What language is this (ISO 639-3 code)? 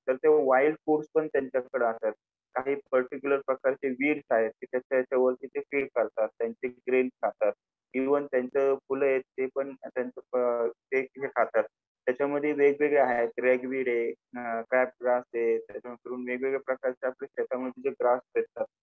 mar